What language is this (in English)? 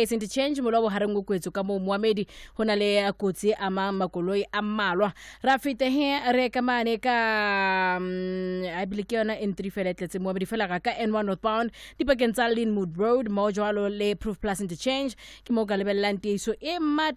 Southern Sotho